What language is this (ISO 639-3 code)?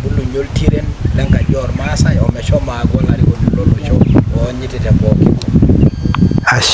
mas